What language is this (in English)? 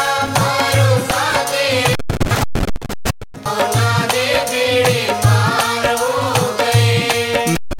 Punjabi